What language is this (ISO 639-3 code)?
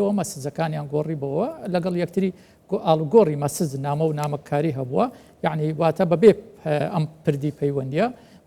ckb